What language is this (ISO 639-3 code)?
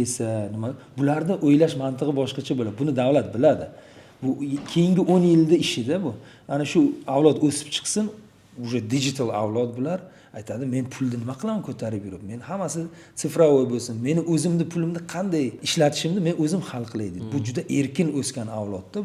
uzb